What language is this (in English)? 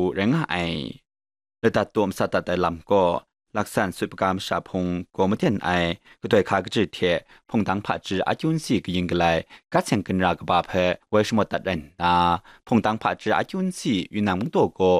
Kachin